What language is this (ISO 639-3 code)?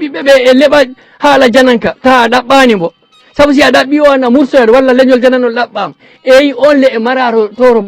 ful